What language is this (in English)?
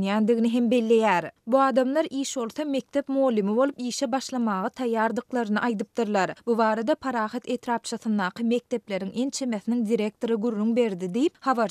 Turkmen